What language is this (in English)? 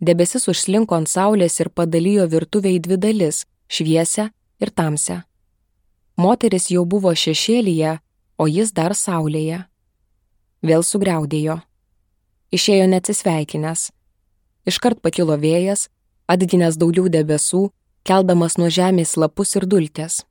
Lithuanian